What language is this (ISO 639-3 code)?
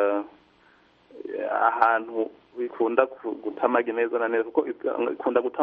kin